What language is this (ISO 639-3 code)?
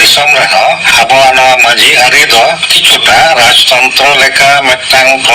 sat